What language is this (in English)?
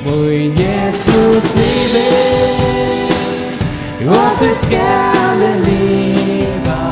Faroese